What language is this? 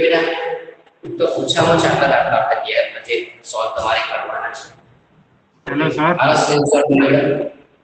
Gujarati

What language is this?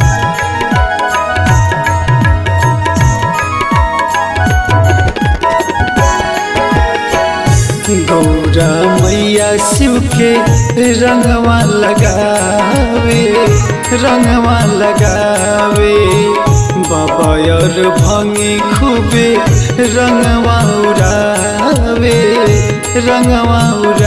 Bhojpuri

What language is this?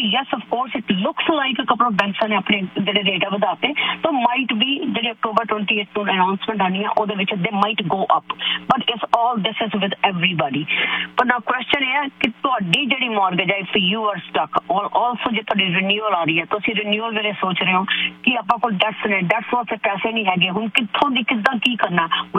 Punjabi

